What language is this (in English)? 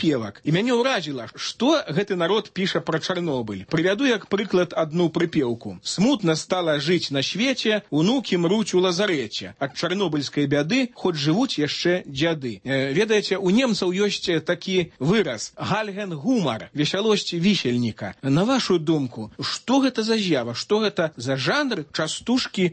Belarusian